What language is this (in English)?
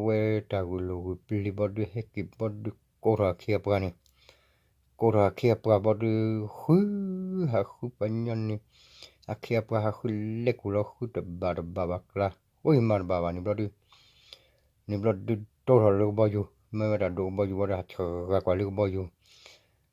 S'gaw Karen